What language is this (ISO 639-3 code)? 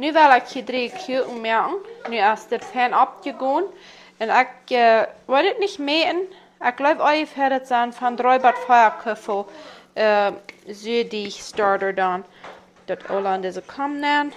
pdt